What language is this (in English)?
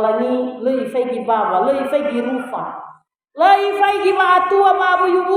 Nias